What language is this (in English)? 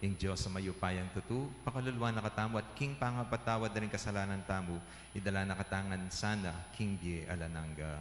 Pampanga